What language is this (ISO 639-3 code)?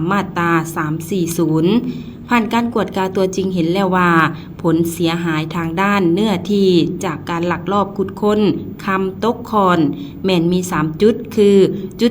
lao